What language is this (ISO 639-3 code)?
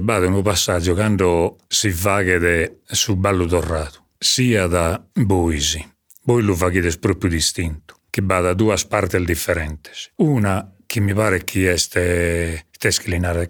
srd